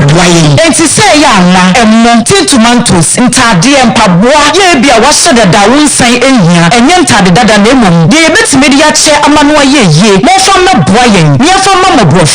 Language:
Akan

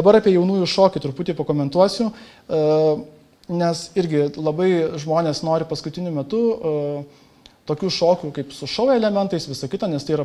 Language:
Lithuanian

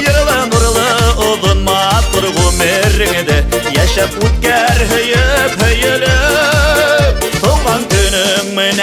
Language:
Bashkir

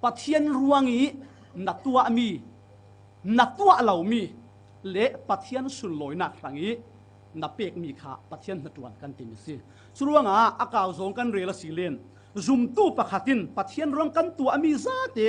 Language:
Falam Chin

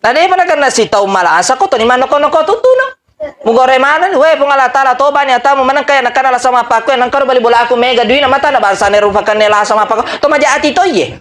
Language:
Buginese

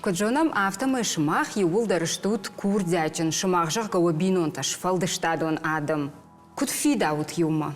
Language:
Ossetic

